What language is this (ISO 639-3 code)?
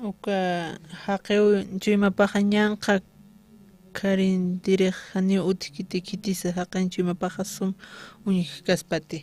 aym